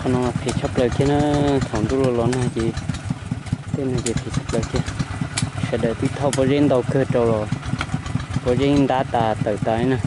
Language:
Hmong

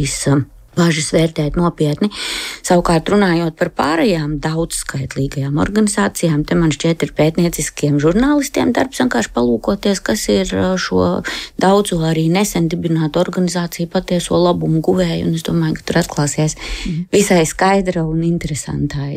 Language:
Latvian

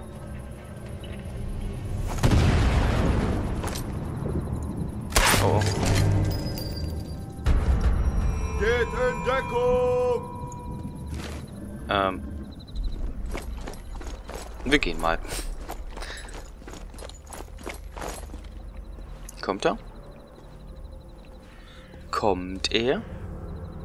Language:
German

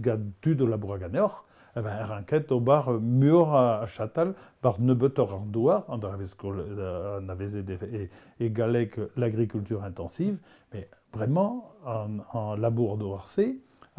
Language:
Breton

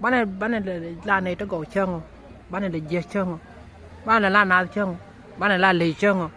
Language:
Nuer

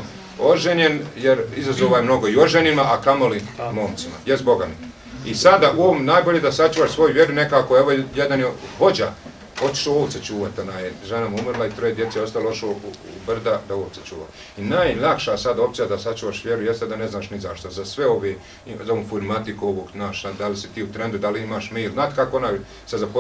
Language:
Bosnian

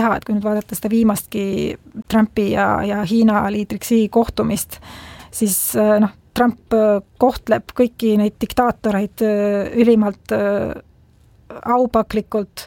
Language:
Estonian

